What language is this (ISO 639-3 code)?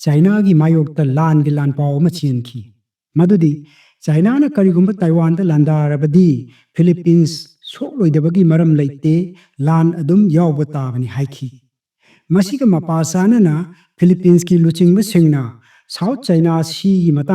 mni